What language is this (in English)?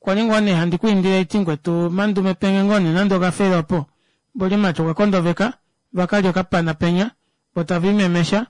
Kuanyama